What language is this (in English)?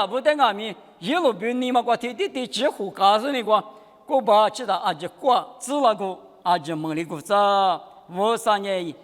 Lisu